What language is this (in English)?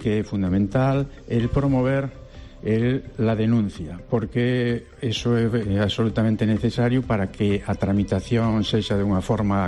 Galician